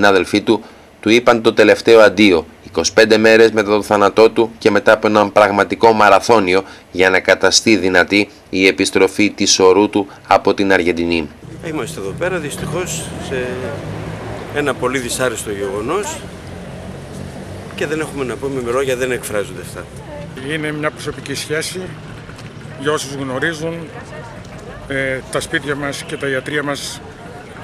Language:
Greek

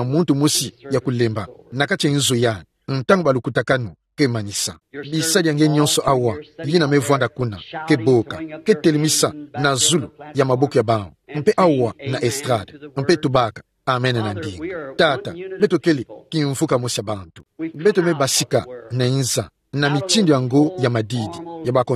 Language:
Kituba (Democratic Republic of Congo)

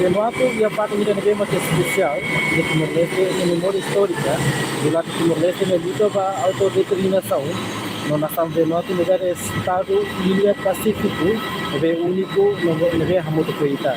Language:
Tetum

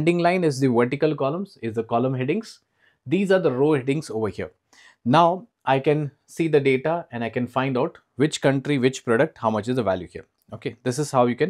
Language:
English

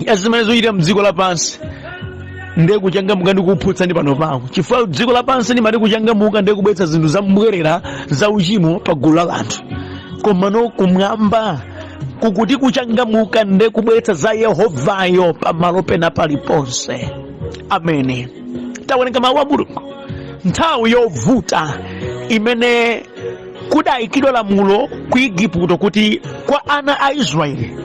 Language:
Nyanja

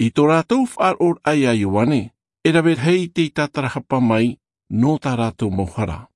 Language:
Tahitian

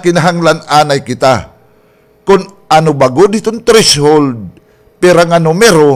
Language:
Waray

